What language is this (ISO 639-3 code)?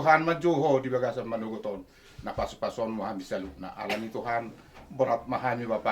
bbc